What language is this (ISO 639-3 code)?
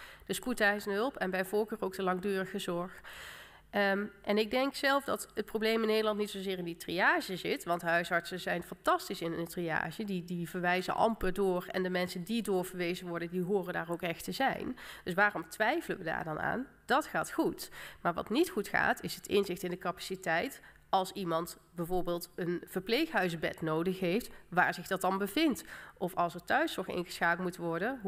nld